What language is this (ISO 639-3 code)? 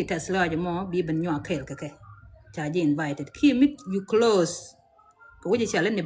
nus